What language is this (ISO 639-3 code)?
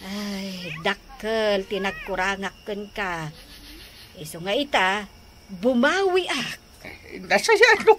ilo